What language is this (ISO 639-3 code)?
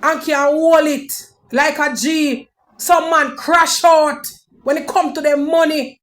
jam